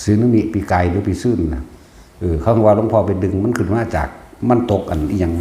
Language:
Northeastern Thai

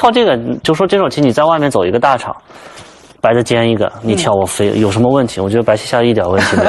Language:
Chinese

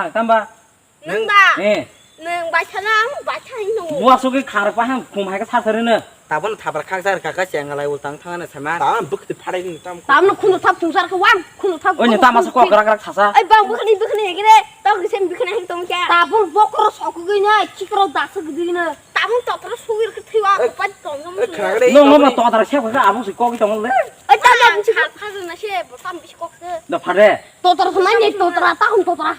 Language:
Kok Borok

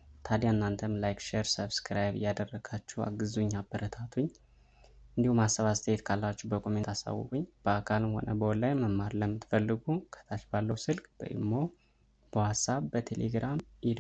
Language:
Amharic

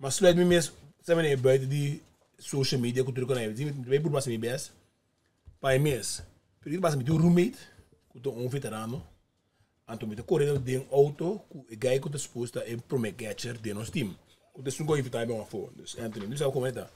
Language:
Papiamento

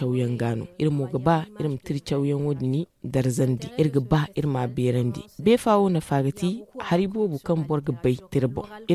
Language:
Zarma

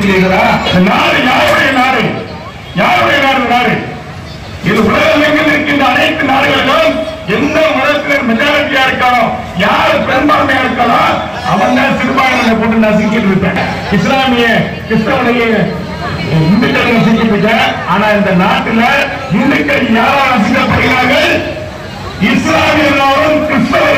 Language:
Tamil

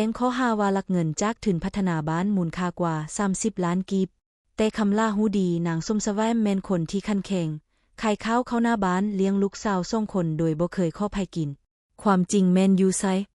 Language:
Lao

